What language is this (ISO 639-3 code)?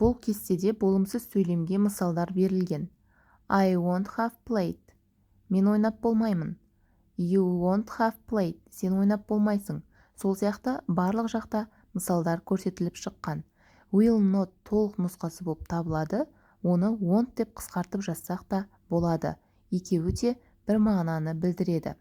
kaz